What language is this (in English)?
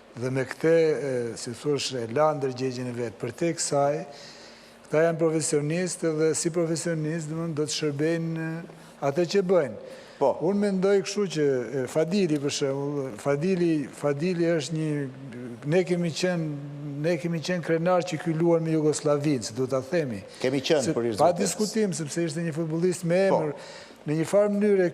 Albanian